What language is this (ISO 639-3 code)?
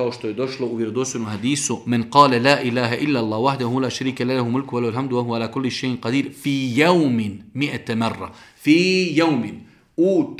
bos